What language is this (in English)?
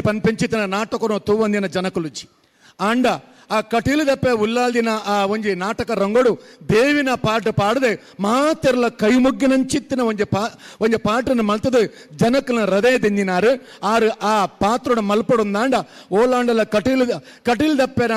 Tulu